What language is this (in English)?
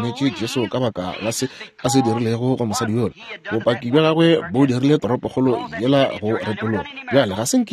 Northern Sotho